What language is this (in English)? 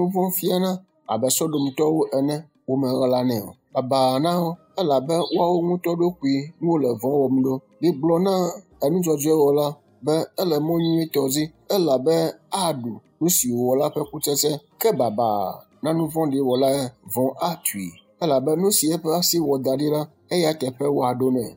Ewe